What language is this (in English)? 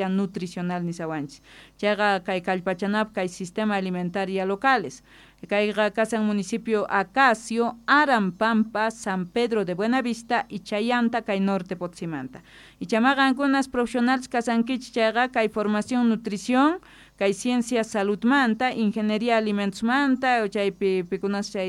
South Bolivian Quechua